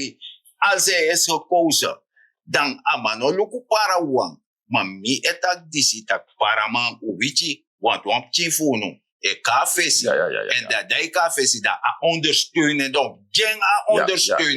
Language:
Sranan Tongo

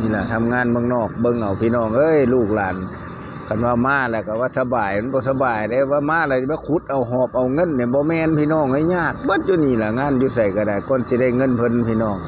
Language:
Lao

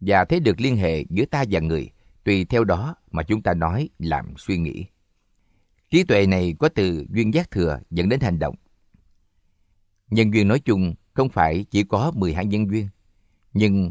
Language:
Vietnamese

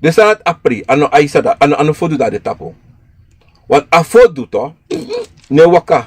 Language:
Sranan Tongo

